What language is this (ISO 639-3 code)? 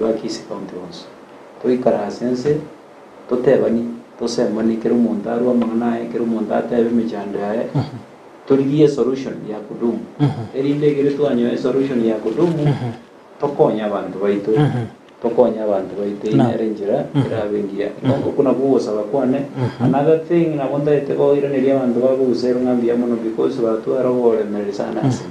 guz